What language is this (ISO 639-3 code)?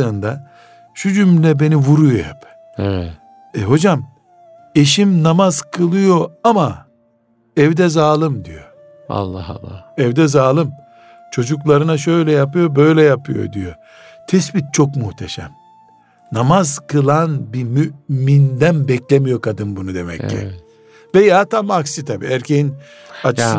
tur